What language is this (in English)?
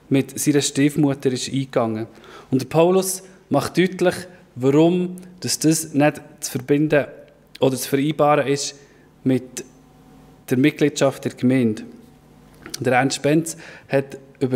Swiss German